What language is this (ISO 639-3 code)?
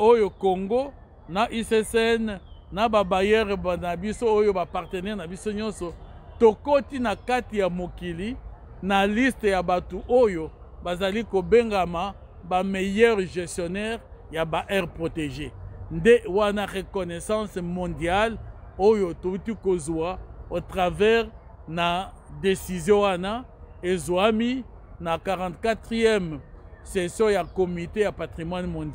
lin